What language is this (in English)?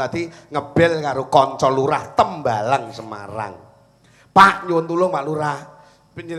Javanese